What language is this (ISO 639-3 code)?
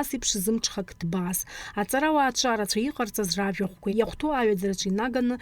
abk